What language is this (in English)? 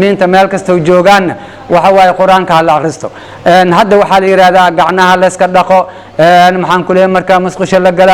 Somali